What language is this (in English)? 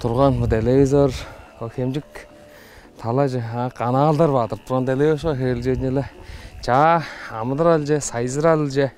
Tuvinian